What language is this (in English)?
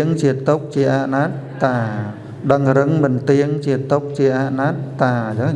Khmer